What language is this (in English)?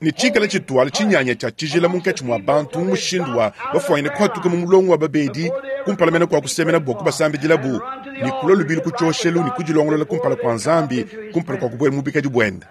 Luba-Lulua